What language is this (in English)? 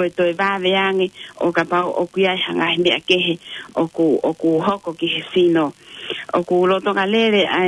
Tongan